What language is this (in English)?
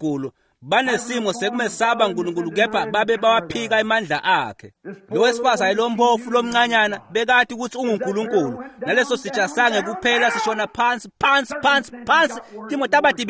Swati